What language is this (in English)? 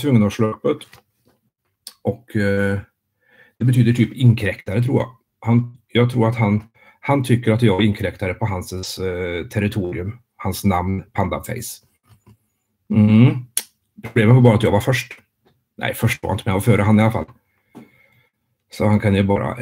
Swedish